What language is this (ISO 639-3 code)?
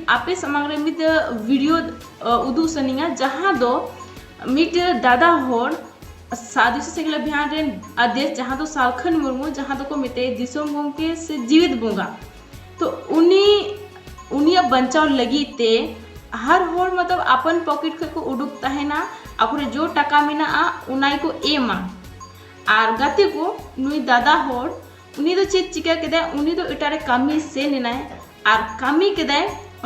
sat